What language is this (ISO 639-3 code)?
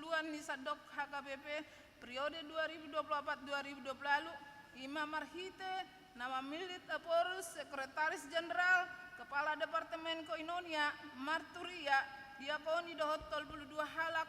bbc